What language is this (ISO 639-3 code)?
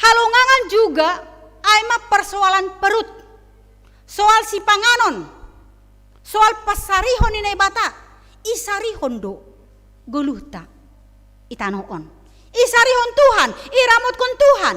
bts